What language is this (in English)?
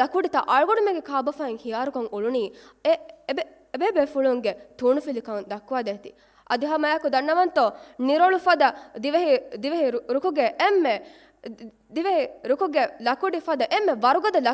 Divehi